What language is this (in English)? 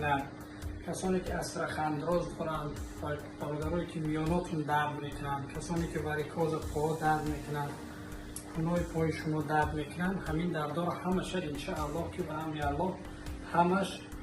Tajik